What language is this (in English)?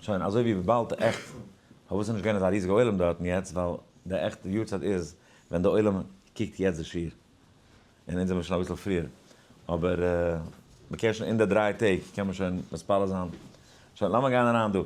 Yiddish